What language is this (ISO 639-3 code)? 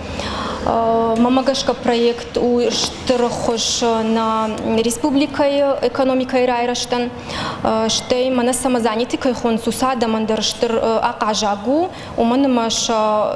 oss